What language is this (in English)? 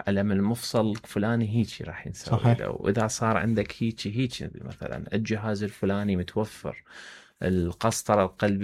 Mesopotamian Arabic